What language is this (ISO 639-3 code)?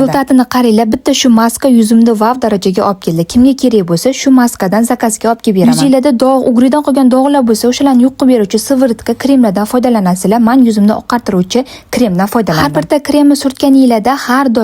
uzb